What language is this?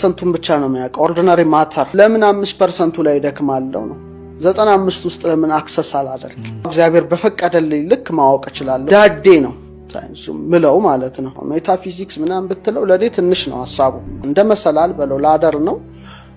Amharic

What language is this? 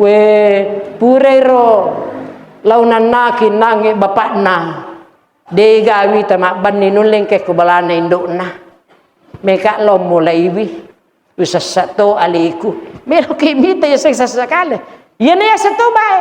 Buginese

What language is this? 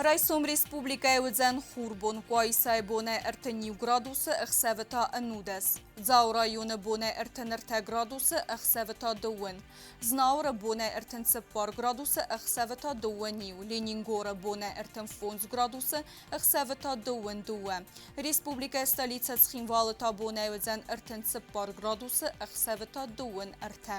Ossetic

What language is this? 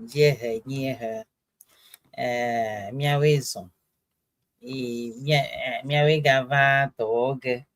Ewe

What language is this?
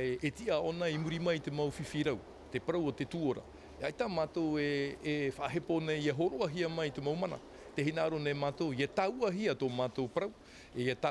Tahitian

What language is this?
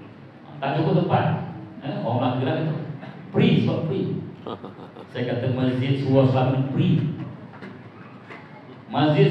Malay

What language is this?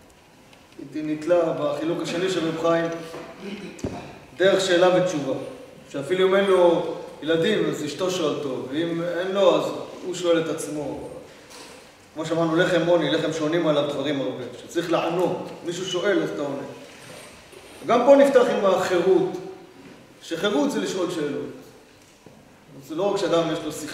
Hebrew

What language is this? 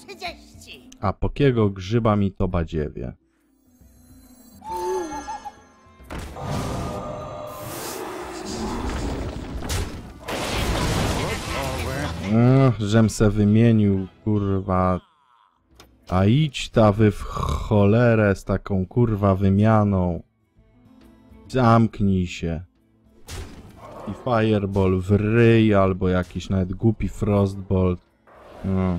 Polish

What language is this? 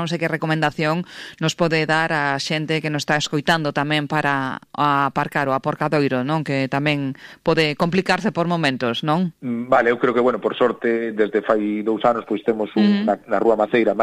Galician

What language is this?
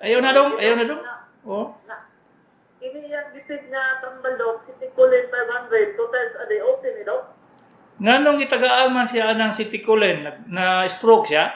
Cebuano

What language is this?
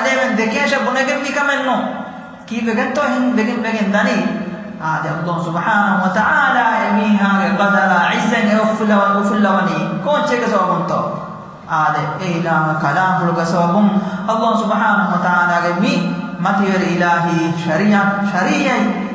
Divehi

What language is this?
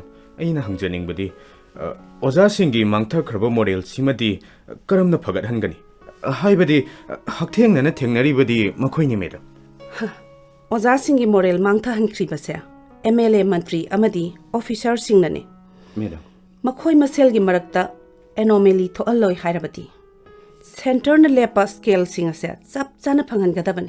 Manipuri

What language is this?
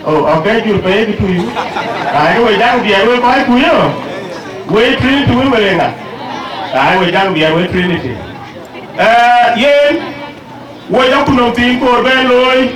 Dinka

